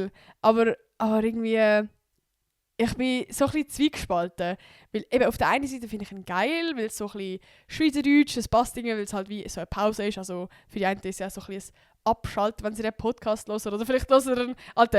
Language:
Swiss German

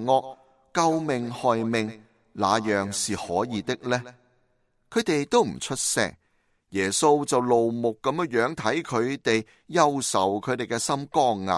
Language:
Cantonese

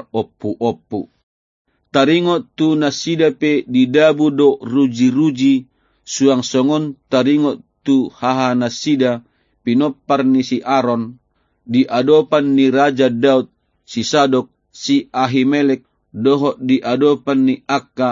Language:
Batak Toba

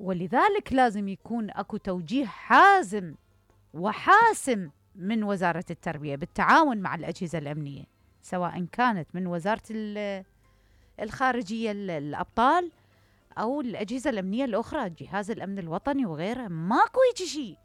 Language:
Mesopotamian Arabic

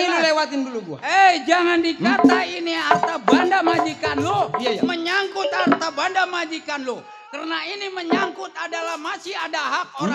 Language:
Betawi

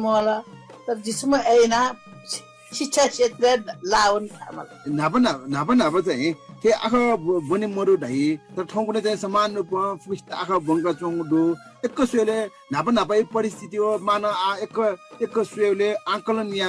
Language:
Newari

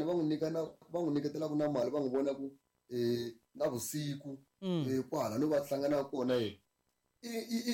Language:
Tsonga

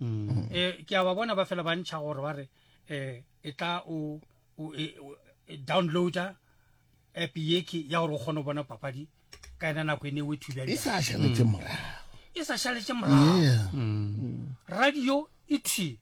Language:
Northern Sotho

